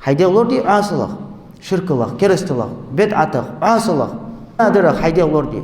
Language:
Ingush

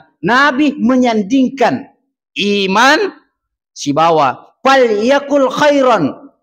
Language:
Buginese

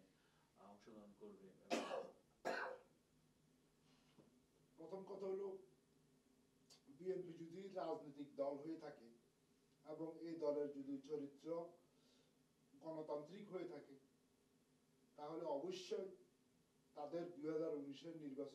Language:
Bangla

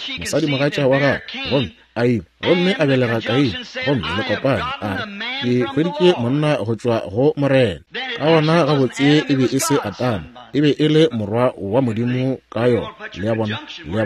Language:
Northern Sotho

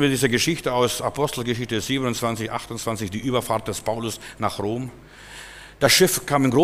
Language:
German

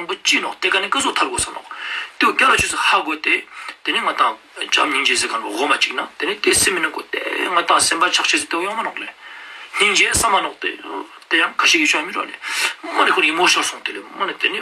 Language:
Ladakhi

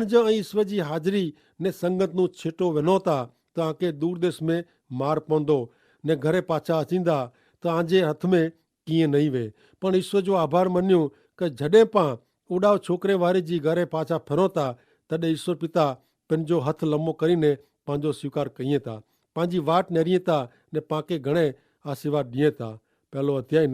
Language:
Kachhi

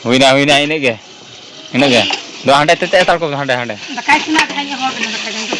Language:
Santali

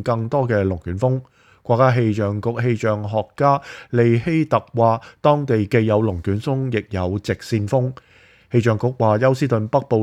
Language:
Cantonese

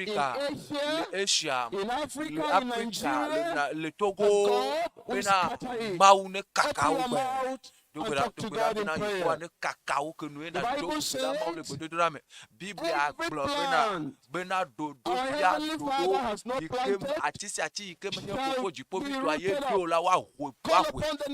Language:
Ewe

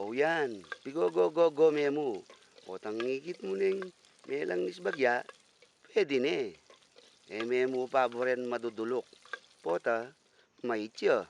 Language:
Pampanga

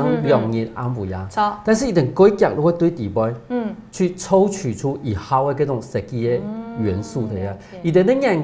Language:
Hakka Chinese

